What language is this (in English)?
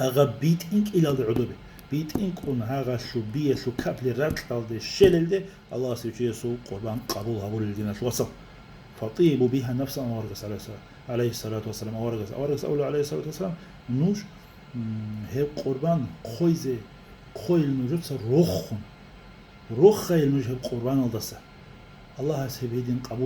Avaric